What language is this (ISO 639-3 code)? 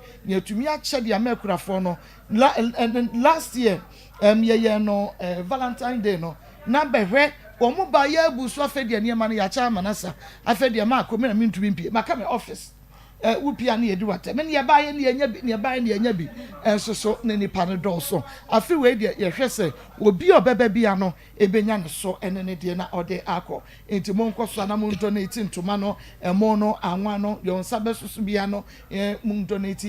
aka